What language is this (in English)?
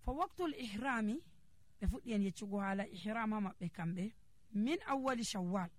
Nigerian Fulfulde